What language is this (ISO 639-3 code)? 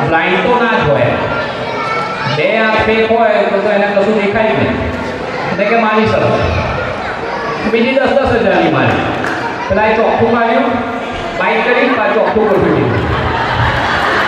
guj